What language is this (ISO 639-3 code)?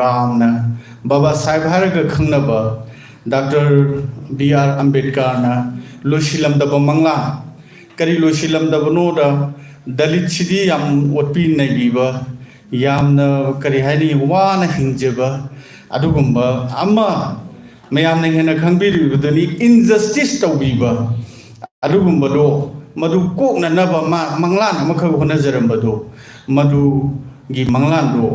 mni